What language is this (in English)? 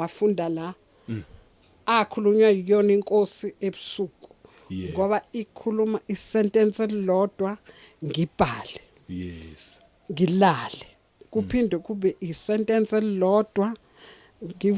Zulu